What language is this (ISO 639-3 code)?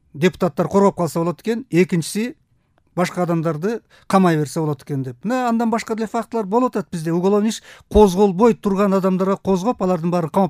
kir